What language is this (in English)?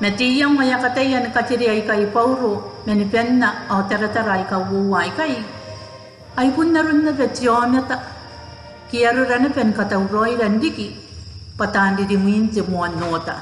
Gilbertese